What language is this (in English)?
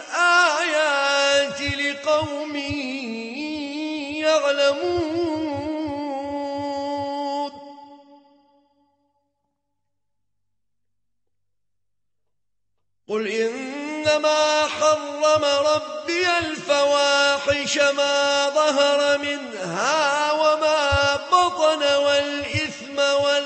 Arabic